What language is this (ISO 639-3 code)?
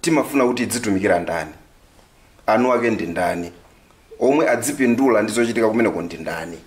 nya